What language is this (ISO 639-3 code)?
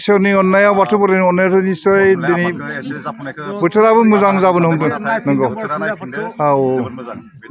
brx